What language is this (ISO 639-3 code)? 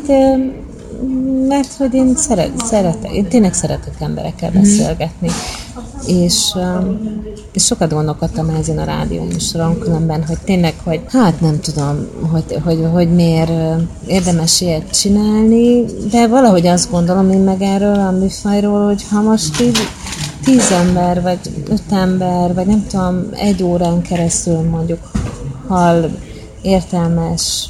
hun